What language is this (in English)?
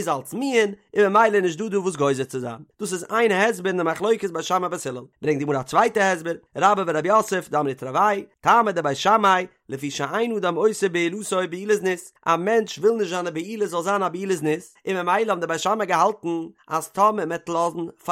Yiddish